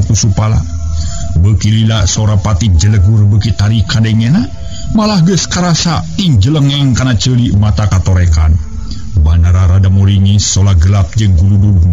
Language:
Sundanese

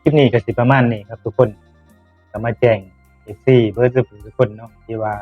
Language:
Northeastern Thai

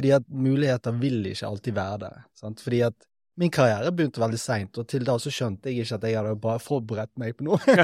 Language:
Norwegian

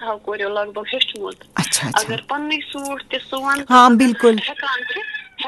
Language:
Kashmiri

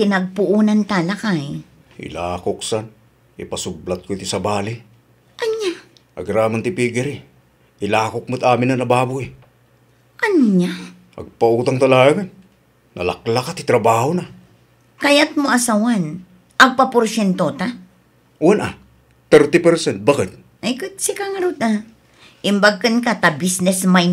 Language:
Iloko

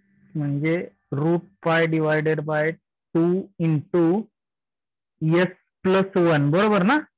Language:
Marathi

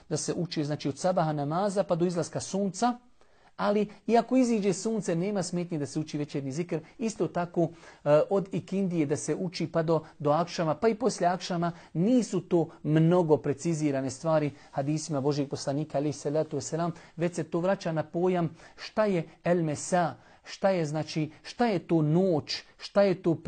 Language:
Bosnian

